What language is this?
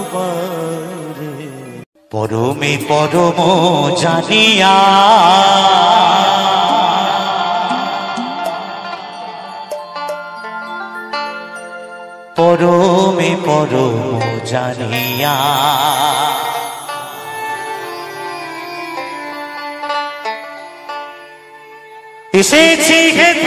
Bangla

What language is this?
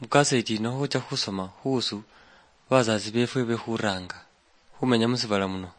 Luyia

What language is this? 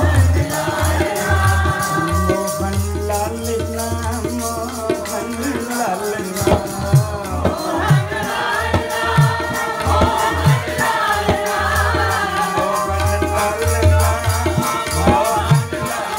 Hindi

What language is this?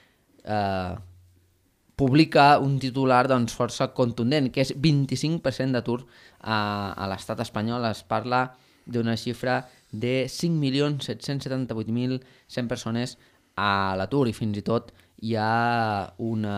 Catalan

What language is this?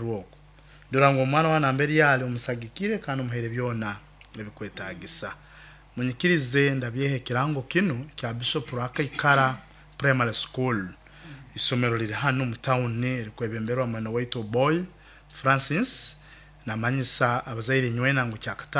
Nyoro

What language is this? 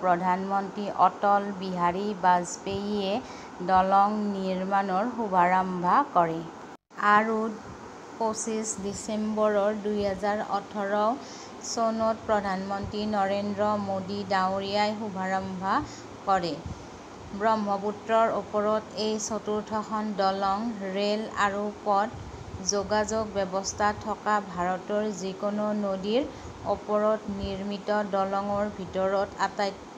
Assamese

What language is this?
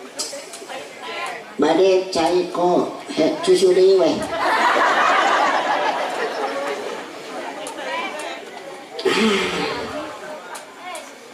Sundanese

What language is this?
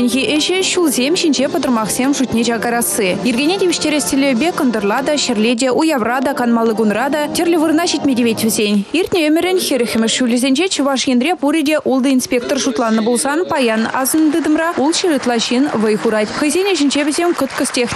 Chuvash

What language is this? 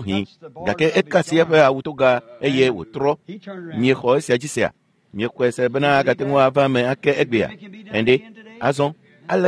Ewe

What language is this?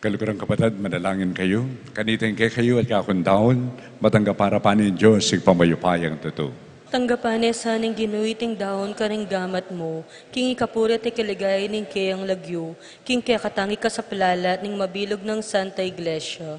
Pampanga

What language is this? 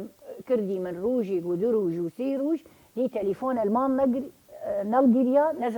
Southern Kurdish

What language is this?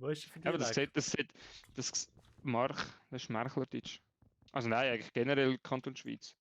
Swiss German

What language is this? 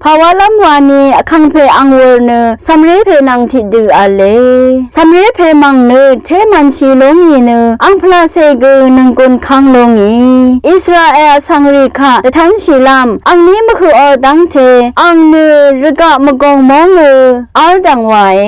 Rawang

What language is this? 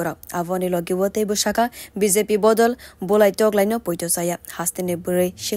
Kok Borok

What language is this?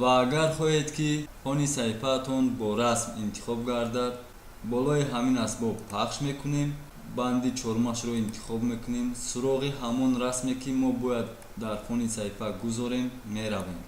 Tajik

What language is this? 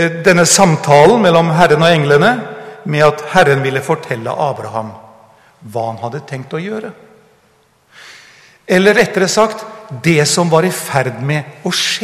Norwegian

